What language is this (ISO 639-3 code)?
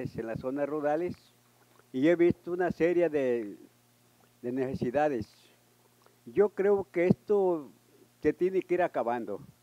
spa